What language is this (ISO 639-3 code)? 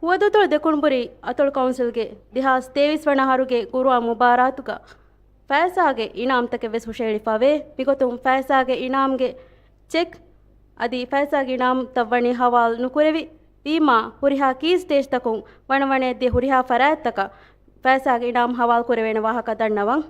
div